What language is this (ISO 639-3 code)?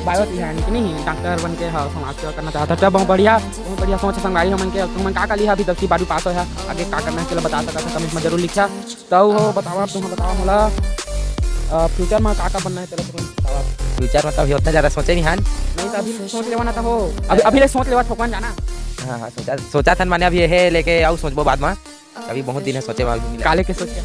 hne